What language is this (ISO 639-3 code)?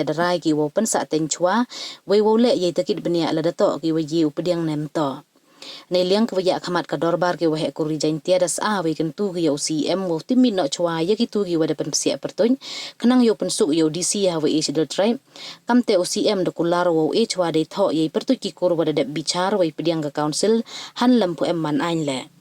pbv